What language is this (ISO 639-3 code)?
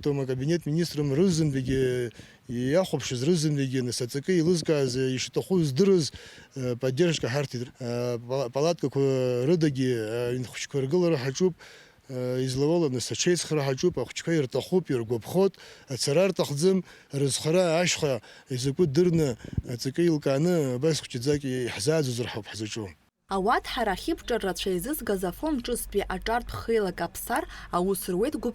abk